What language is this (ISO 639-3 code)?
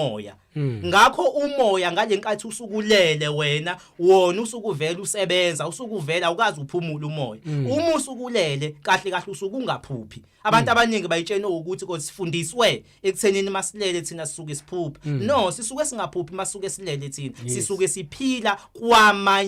zul